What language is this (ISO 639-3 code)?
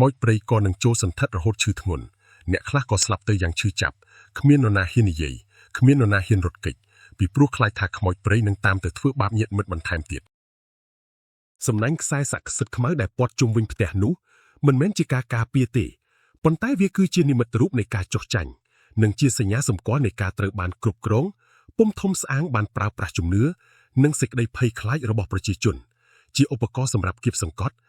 khm